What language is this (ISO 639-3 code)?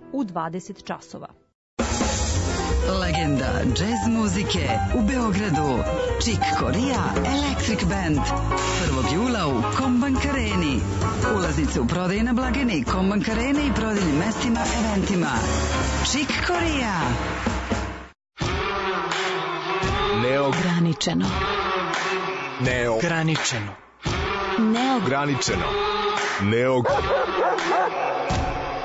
srp